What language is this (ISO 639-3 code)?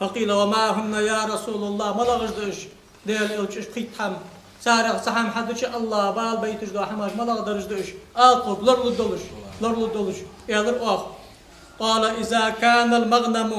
inh